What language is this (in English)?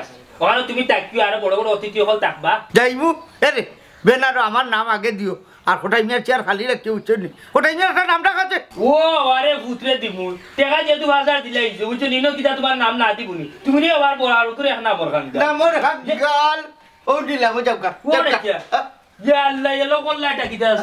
Sylheti